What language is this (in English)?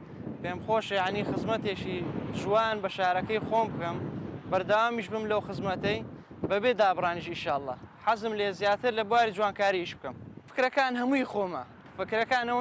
Central Kurdish